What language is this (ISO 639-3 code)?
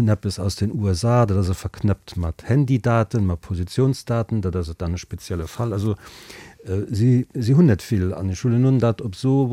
ltz